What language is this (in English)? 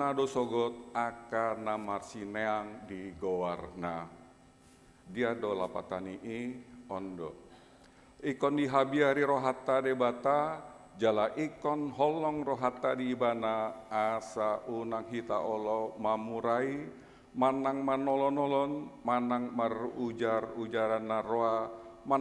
Batak Toba